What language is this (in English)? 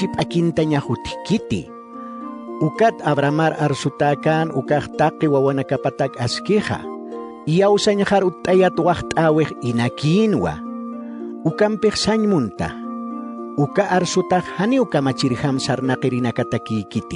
Aymara